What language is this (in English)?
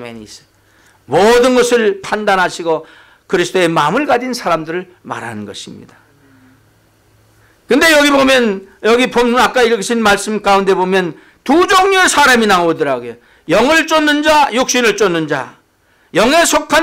Korean